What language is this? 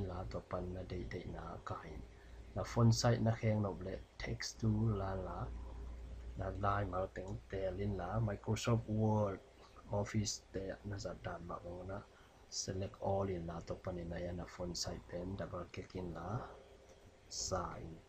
Tedim Chin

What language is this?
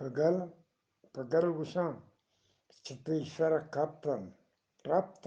Eastern Balochi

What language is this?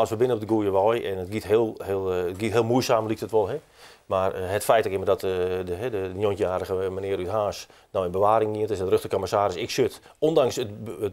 Western Frisian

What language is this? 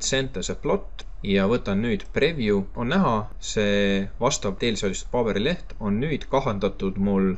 Estonian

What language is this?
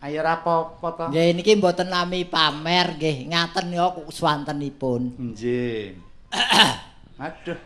Javanese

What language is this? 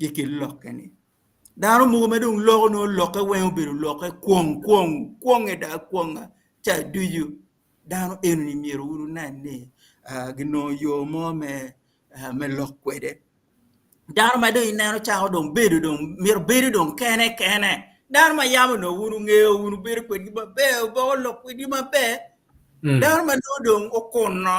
Acoli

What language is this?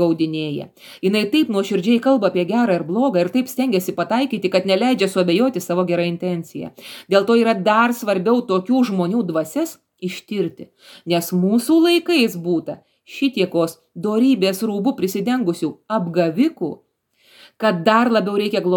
Lithuanian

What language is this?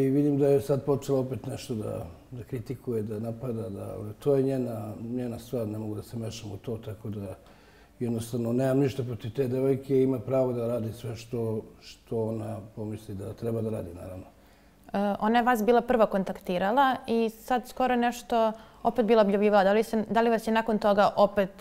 Serbian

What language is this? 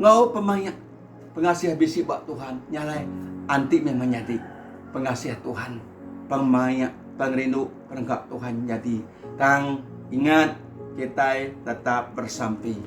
Iban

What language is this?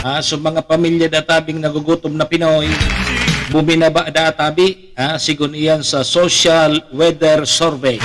Bikol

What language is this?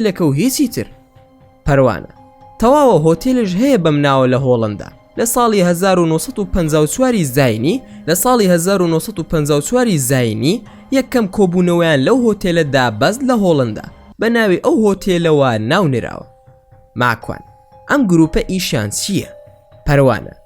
Central Kurdish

